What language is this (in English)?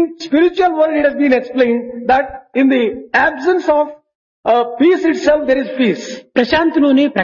Telugu